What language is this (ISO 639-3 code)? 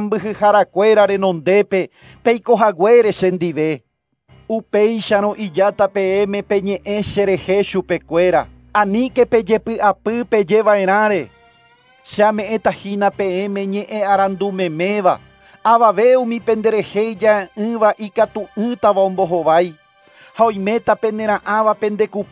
grn